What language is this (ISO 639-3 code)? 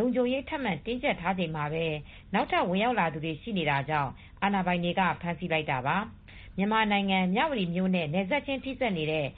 mya